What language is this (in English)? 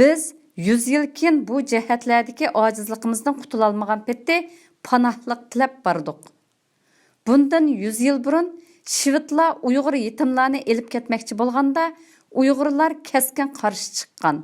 Uyghur